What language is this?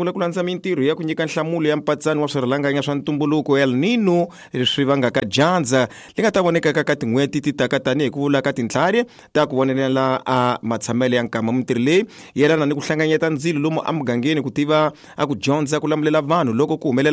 Tsonga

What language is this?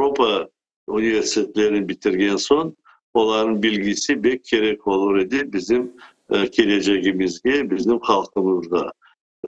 Crimean Tatar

